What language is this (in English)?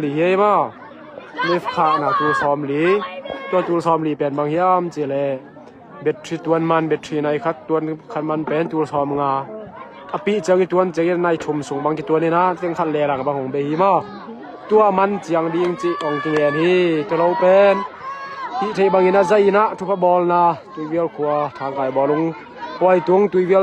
Tedim Chin